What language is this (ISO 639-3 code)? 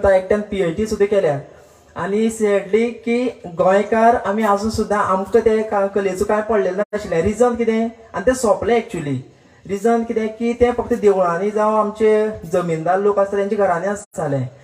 kok